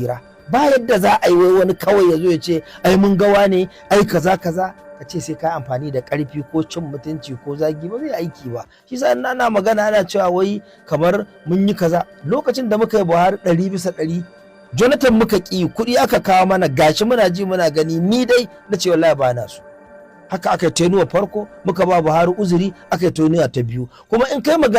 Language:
Hausa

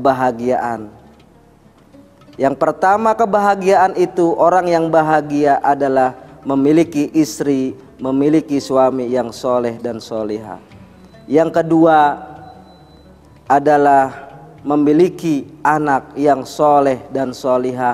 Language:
Indonesian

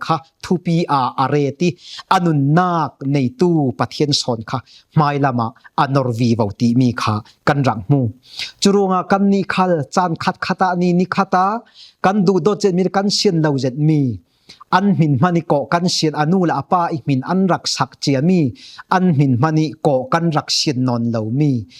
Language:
Falam Chin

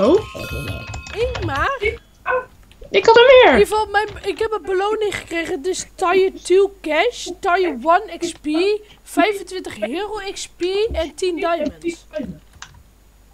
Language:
Dutch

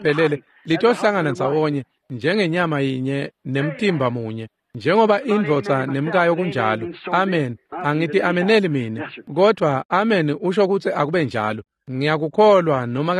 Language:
Swati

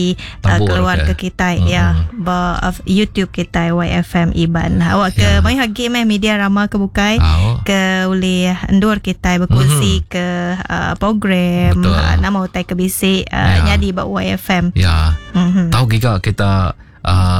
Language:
Iban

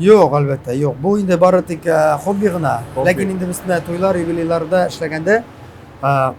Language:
Tatar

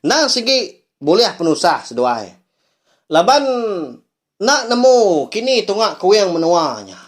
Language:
Iban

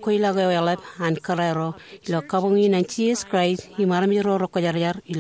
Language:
Marshallese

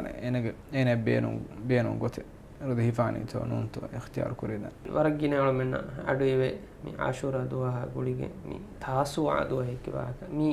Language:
Divehi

